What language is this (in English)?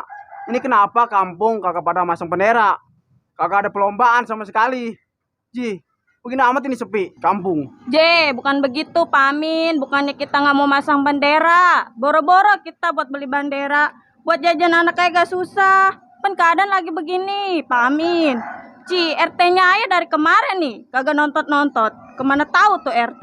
Betawi